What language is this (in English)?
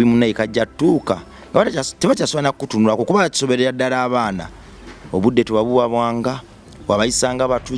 Ganda